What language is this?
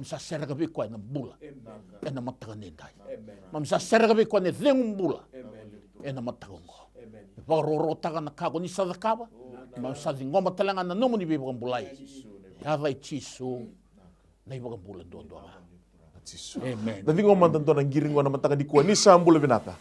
Fijian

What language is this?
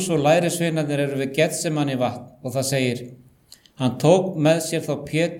Icelandic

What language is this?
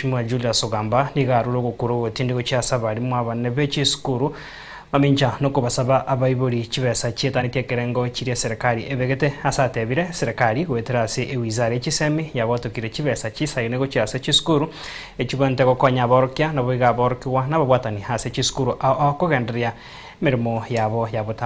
Gusii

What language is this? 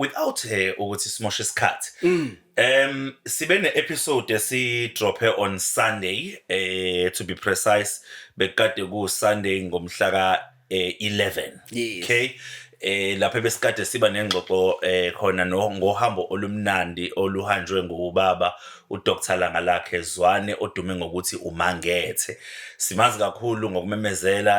Zulu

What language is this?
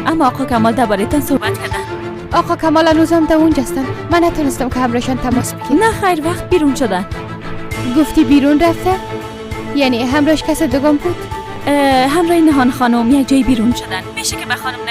Persian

